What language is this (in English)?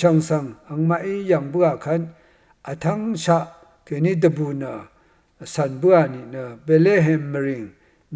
Rawang